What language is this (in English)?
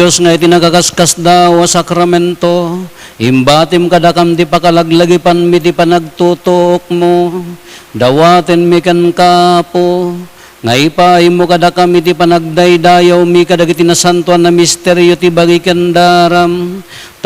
Iloko